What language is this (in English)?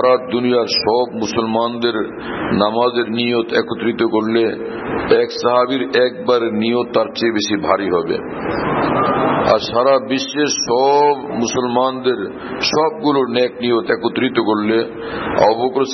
Bangla